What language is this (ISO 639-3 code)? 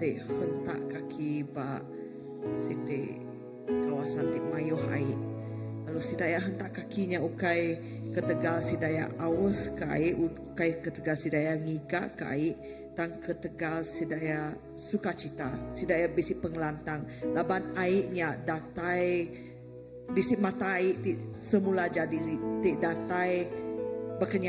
iba